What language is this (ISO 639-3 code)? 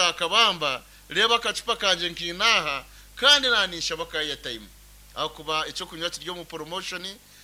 nyn